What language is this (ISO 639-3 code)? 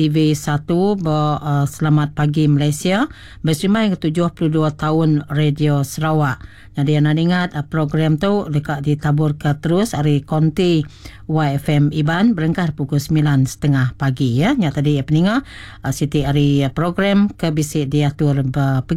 iba